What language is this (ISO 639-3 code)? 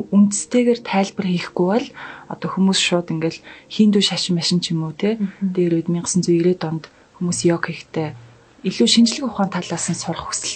mon